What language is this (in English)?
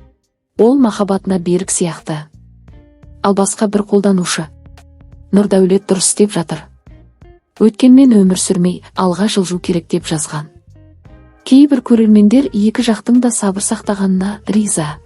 Kazakh